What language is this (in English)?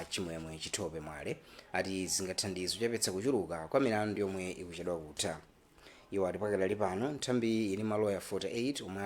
Nyanja